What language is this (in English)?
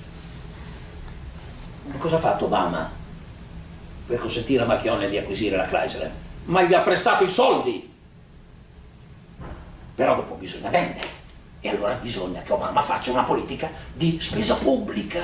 Italian